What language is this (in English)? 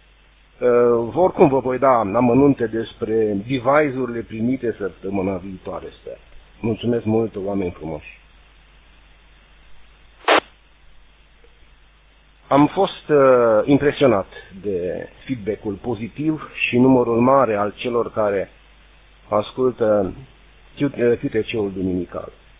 Romanian